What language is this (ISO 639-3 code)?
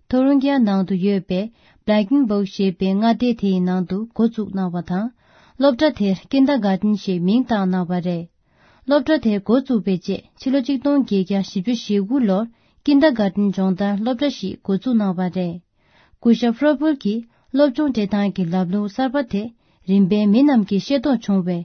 bod